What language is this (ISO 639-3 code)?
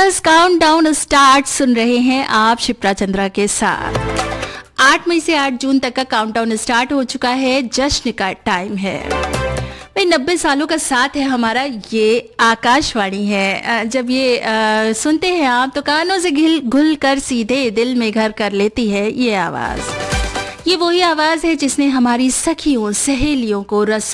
hin